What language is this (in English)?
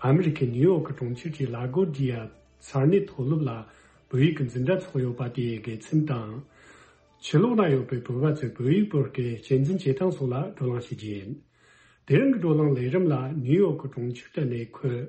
Tibetan